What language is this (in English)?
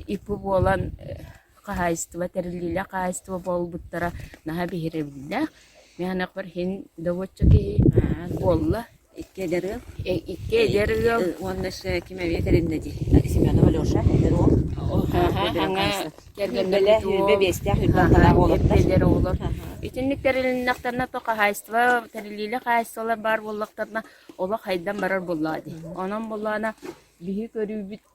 Yakut